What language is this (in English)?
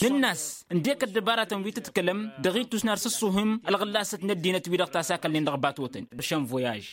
Tamasheq